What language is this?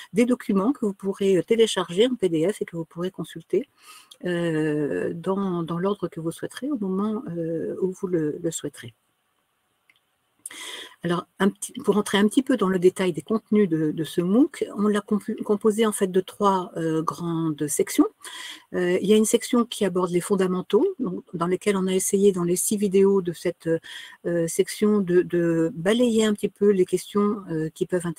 French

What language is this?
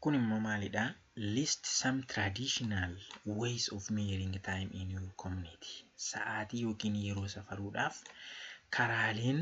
Oromo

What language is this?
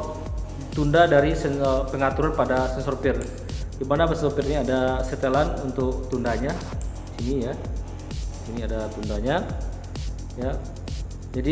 Indonesian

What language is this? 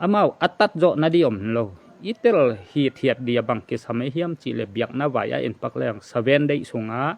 Tedim Chin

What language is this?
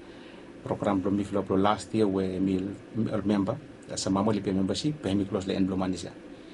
Bislama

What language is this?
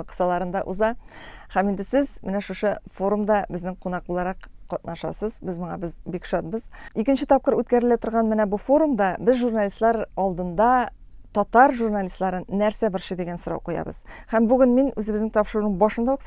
Tatar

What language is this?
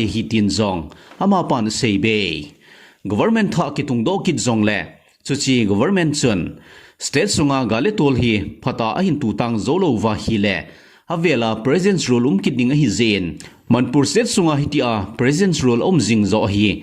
Thado Chin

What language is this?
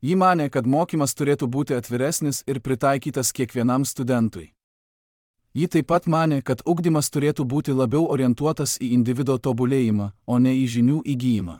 Lithuanian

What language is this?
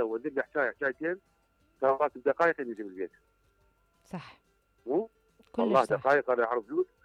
Mesopotamian Arabic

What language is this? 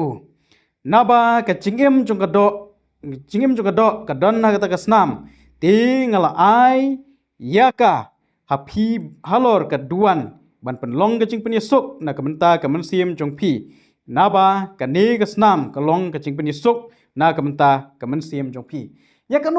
Khasi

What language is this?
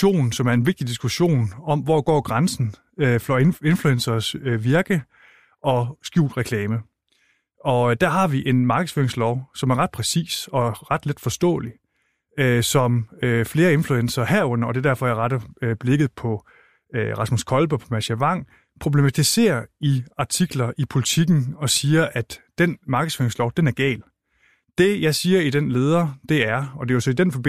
Danish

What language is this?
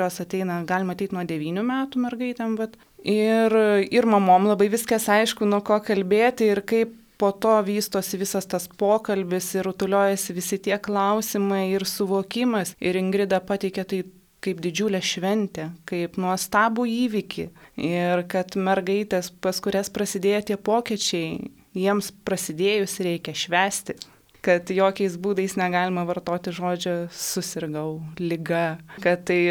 Lithuanian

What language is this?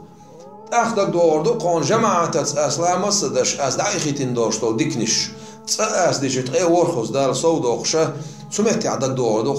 Chechen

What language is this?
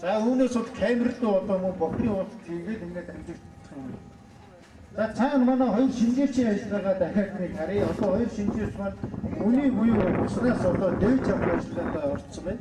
Mongolian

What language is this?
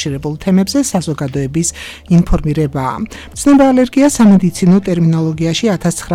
Georgian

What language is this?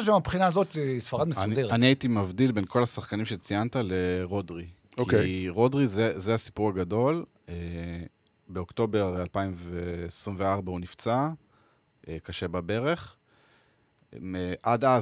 Hebrew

